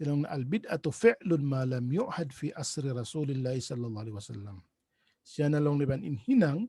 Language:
Tausug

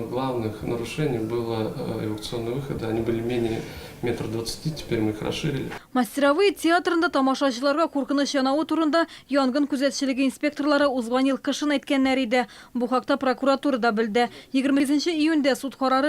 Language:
Tatar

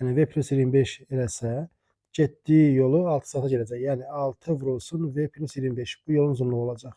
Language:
Azerbaijani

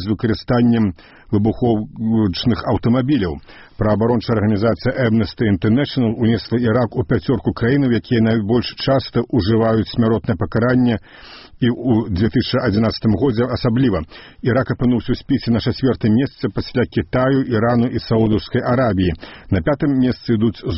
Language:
Belarusian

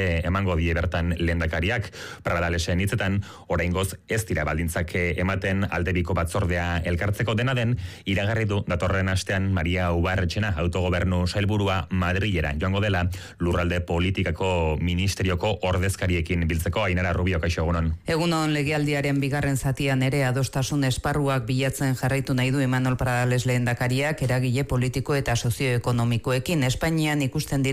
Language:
Basque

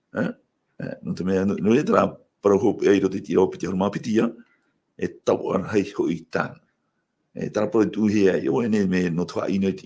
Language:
Tahitian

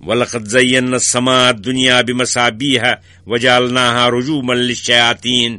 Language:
Kashmiri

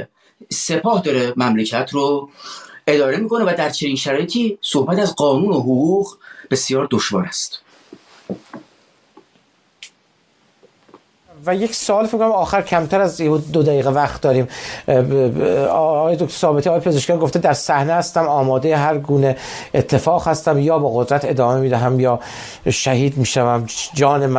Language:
Persian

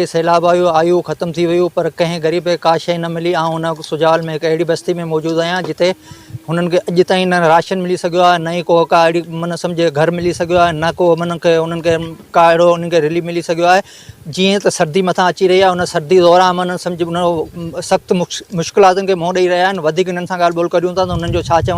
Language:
Sindhi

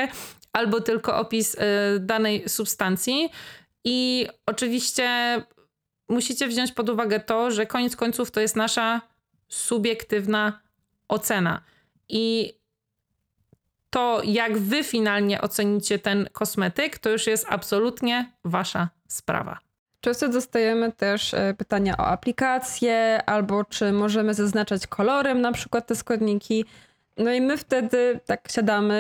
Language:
Polish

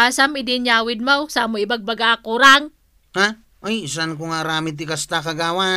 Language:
Iloko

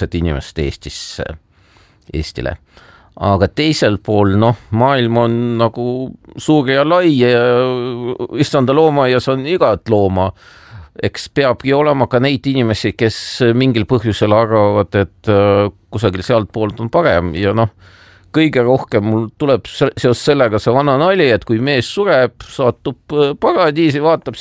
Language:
Estonian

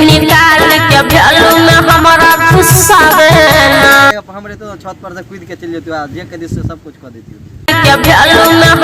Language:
Maithili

